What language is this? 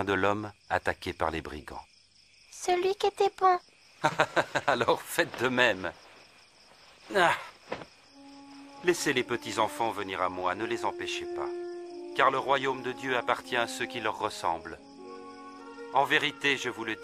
French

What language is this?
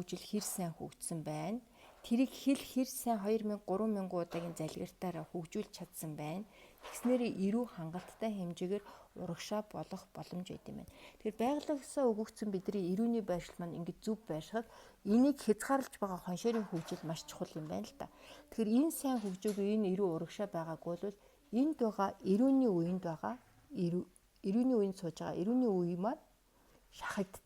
Mongolian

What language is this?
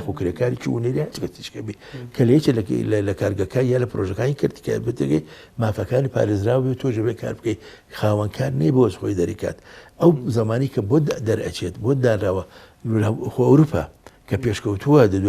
Central Kurdish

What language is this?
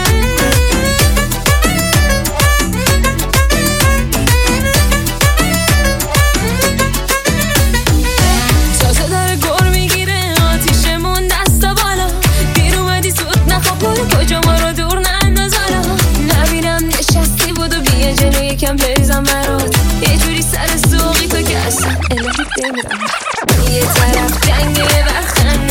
Persian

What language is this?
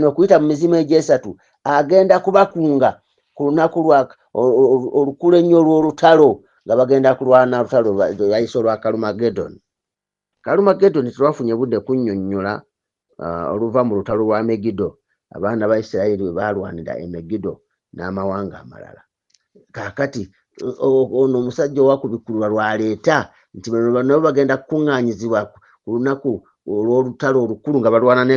Ganda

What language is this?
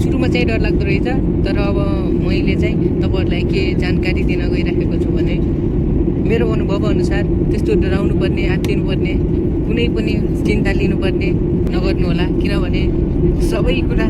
Nepali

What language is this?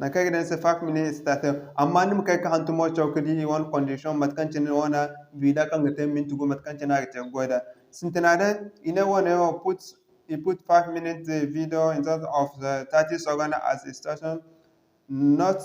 Zarma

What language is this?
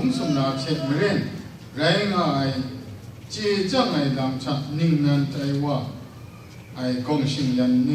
Kachin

